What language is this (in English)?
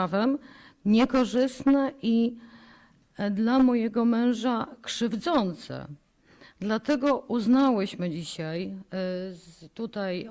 Polish